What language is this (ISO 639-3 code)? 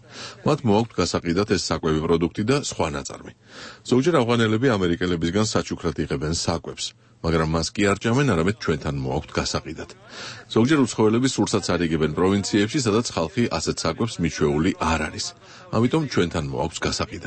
kat